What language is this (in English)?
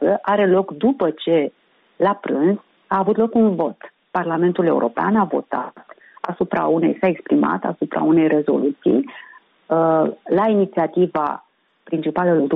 Romanian